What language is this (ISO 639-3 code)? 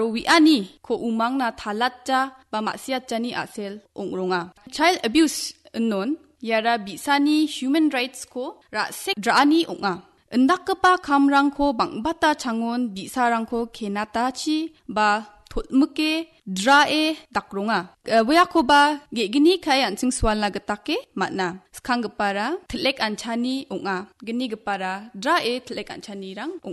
grt